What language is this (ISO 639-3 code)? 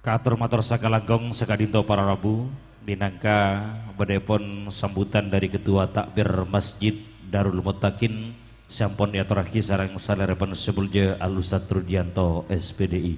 mad